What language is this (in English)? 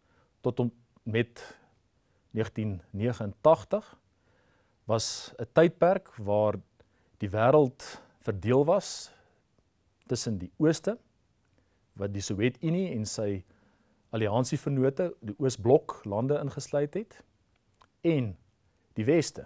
Afrikaans